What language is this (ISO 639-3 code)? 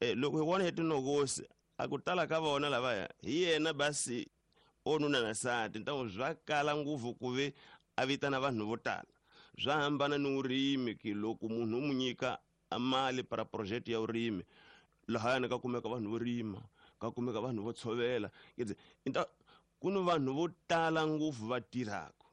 tso